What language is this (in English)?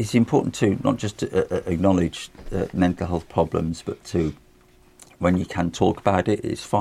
English